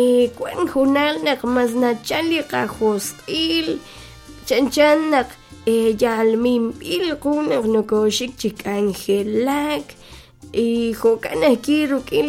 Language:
Kekchí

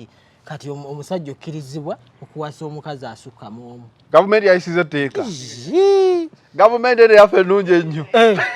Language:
Ganda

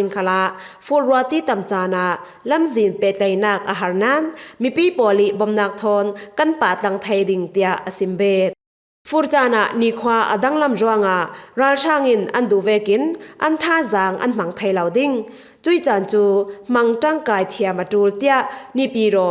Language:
Falam Chin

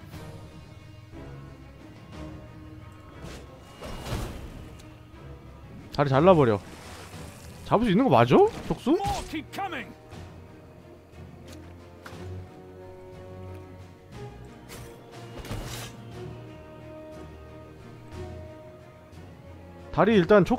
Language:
Korean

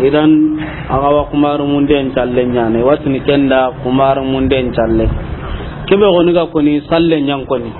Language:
Soninke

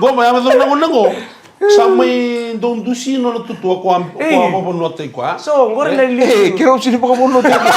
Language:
Fijian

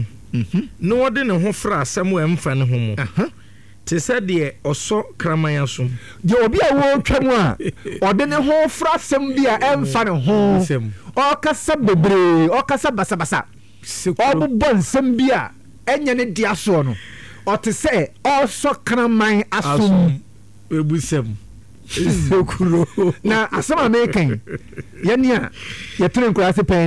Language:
Akan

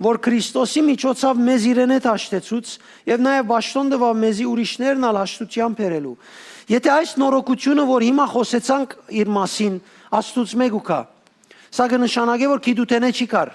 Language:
Western Armenian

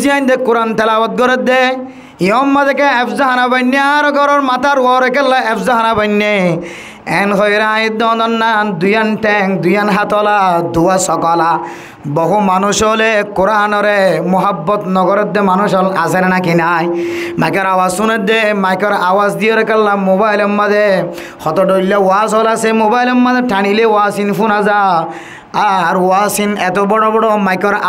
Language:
Rohingya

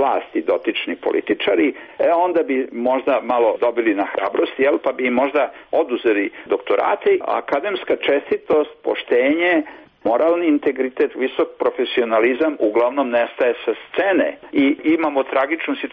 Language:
Serbian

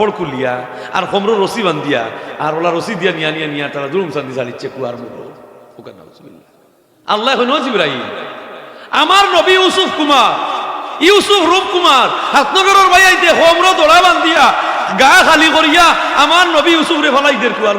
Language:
Sylheti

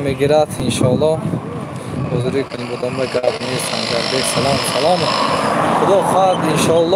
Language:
Tajik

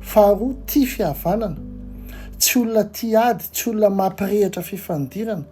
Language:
Malagasy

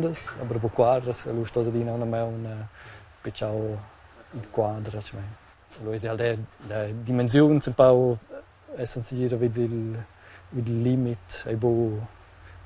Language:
Romansh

